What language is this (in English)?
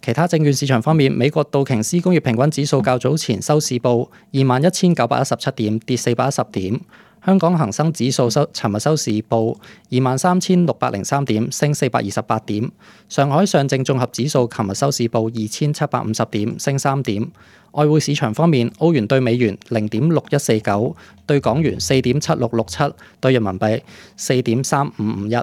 Cantonese